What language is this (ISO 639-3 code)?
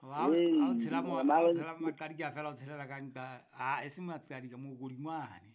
sot